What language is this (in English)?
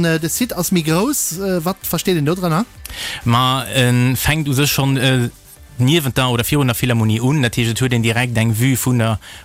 Luxembourgish